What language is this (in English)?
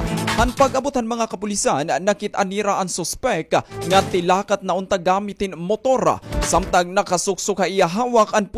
Waray